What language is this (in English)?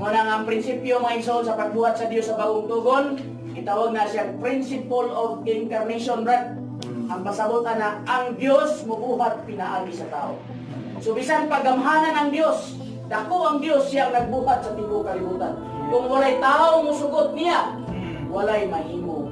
Cebuano